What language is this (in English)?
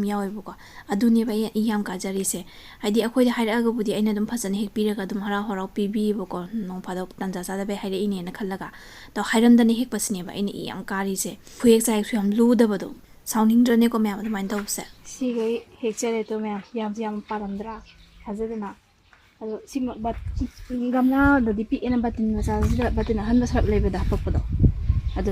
Manipuri